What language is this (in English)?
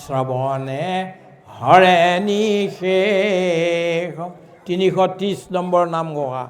Assamese